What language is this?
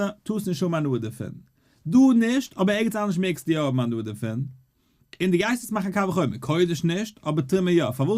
Yiddish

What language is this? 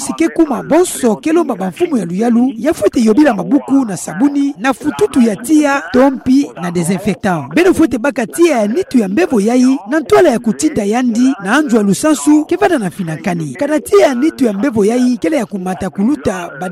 Kituba (Democratic Republic of Congo)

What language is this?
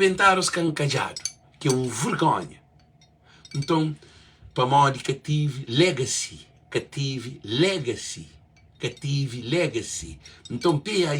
Kabuverdianu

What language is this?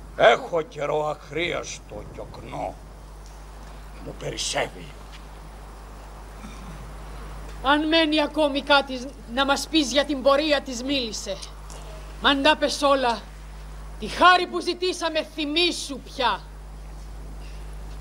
Greek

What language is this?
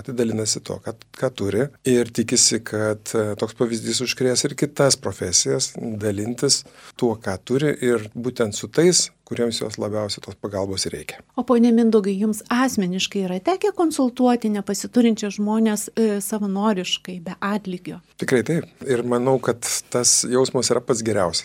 Lithuanian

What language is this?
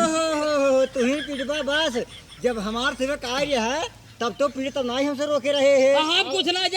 Awadhi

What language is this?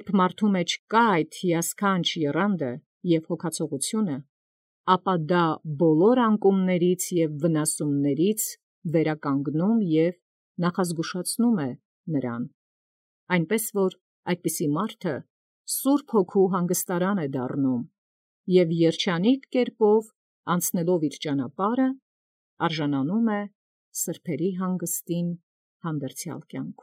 Armenian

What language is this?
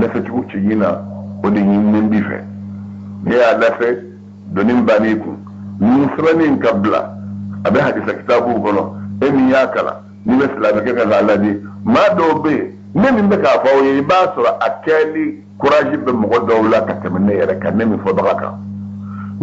Bambara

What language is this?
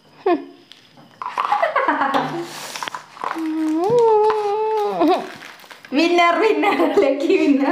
Malayalam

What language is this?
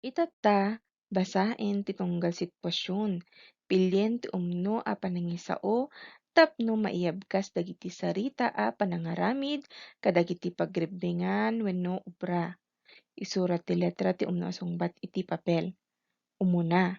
Iloko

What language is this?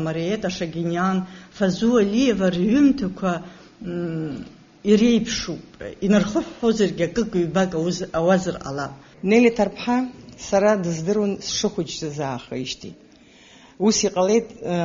Abkhazian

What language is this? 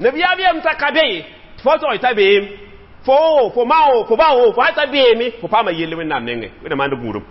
Mossi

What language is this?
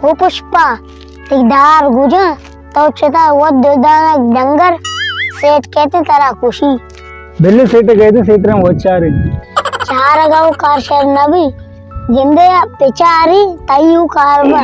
Baluchi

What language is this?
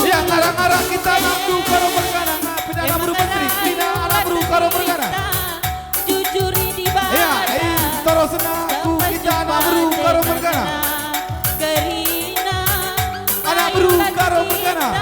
Batak Karo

